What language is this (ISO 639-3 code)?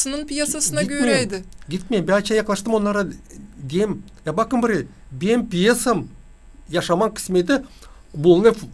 gag